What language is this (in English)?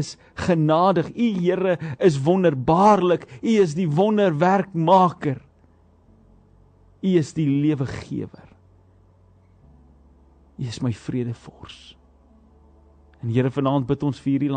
Afrikaans